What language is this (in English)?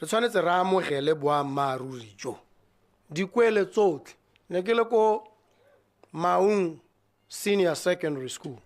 Tswana